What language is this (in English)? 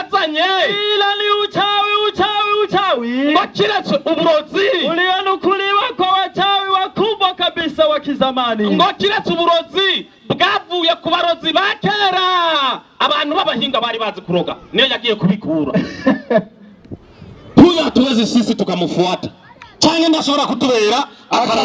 Rundi